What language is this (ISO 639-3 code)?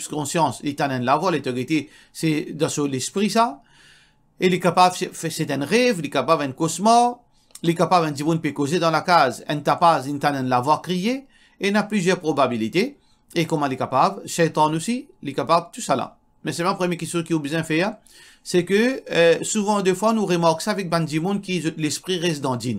mfe